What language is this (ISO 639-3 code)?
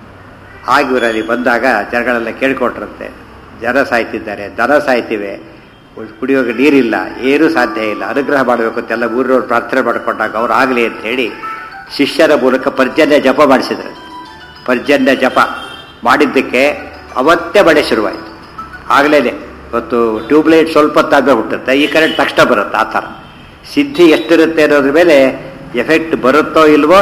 kan